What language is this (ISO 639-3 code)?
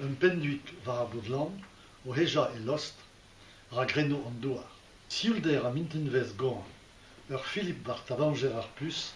bre